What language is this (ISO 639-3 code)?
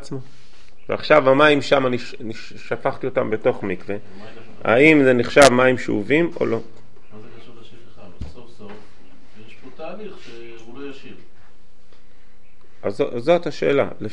heb